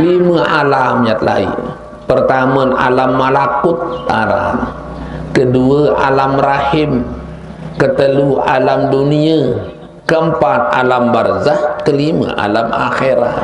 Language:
Sasak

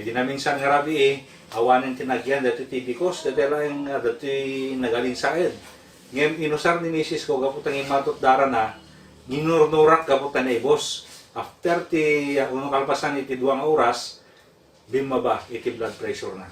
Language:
Iloko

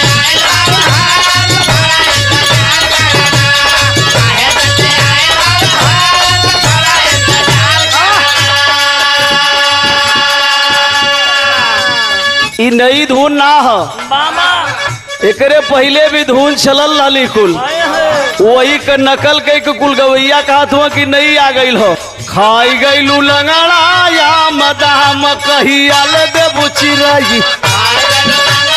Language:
Bhojpuri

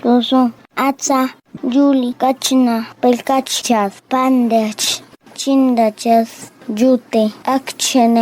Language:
Páez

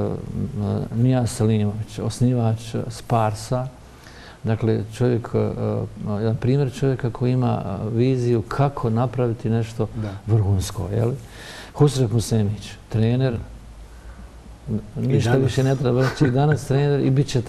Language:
Bosnian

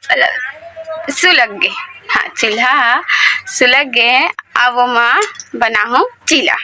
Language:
Chhattisgarhi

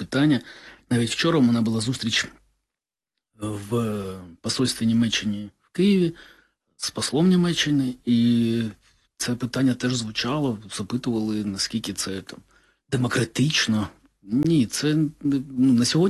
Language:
Ukrainian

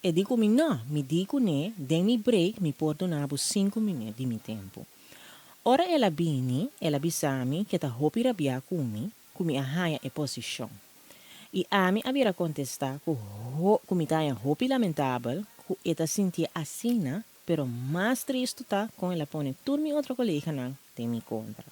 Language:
Papiamento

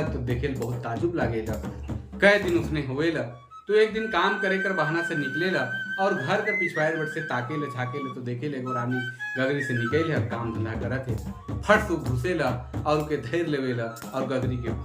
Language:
Sadri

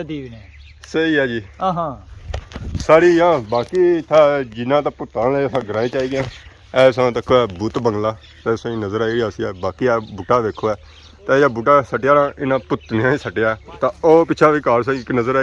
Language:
Pahari-Potwari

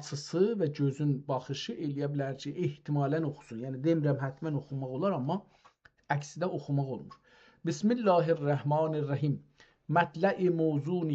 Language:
South Azerbaijani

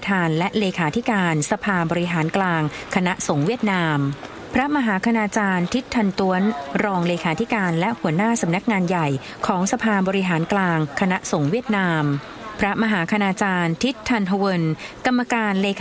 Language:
Thai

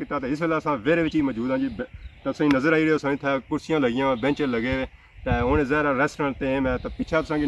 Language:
Pahari-Potwari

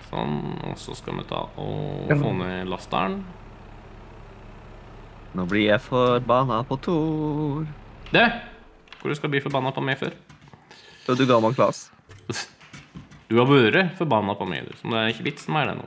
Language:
Norwegian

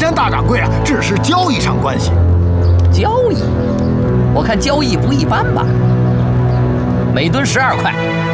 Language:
Chinese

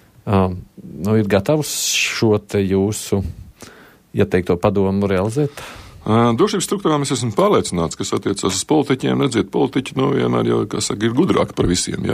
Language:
Latvian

